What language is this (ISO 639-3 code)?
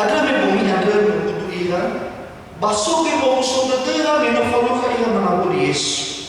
nia